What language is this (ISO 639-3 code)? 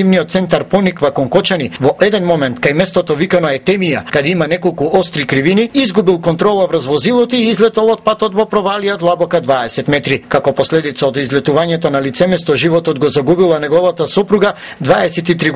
mkd